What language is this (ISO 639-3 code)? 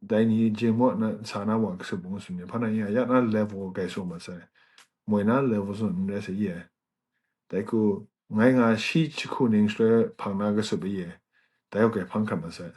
kac